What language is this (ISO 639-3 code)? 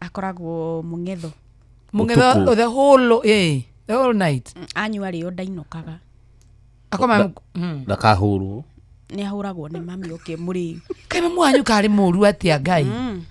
kik